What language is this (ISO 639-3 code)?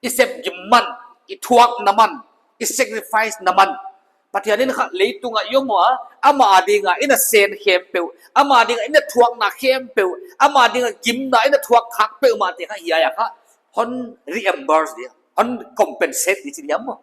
pck